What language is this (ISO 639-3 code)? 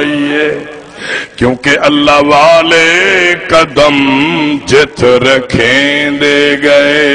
skr